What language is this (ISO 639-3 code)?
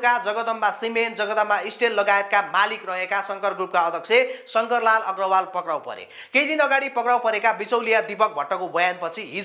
nep